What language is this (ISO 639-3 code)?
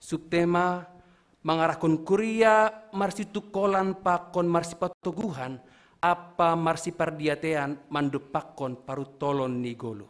bts